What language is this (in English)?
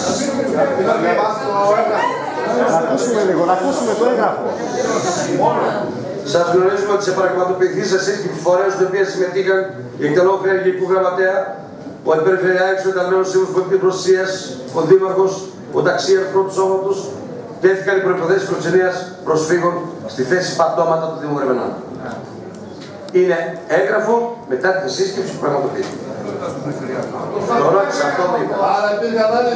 Greek